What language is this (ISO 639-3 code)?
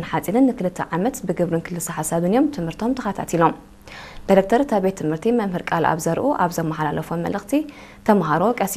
tir